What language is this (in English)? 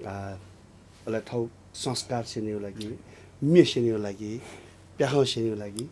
Newari